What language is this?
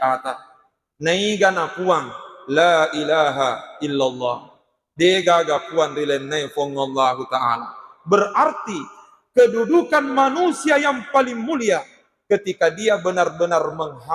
Buginese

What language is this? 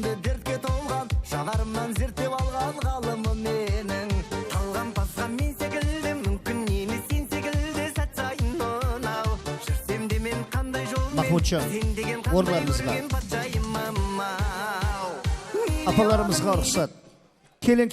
Kara-Kalpak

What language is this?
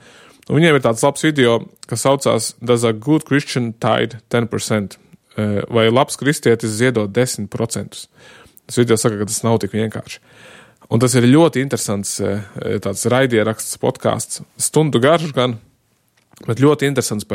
Latvian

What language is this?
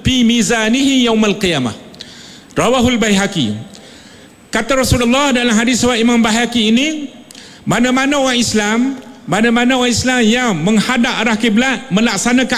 Malay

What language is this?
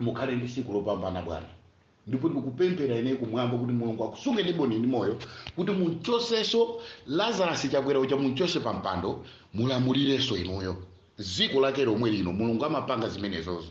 Nyanja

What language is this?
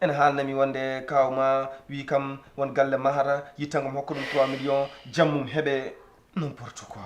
Fula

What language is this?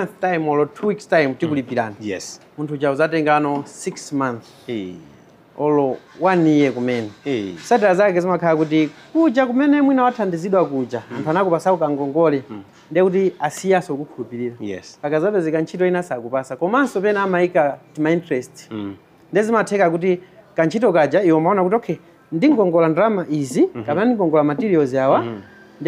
Nyanja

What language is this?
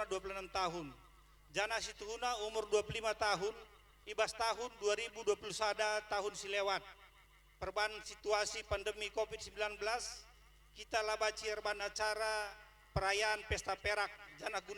Batak Karo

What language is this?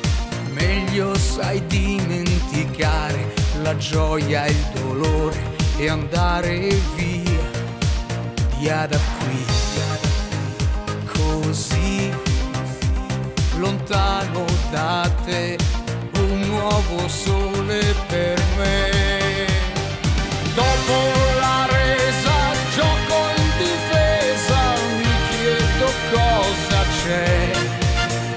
Italian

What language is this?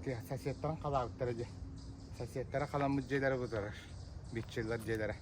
Yakut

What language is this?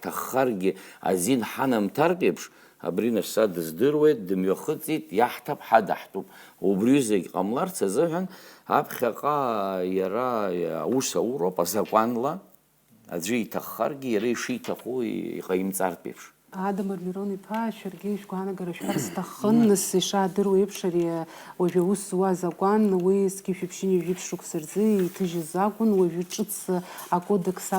Abkhazian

